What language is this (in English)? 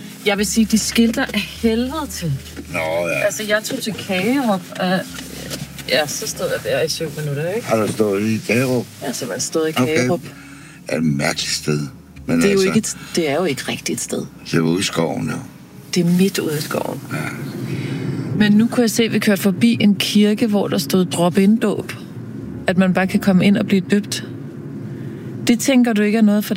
Danish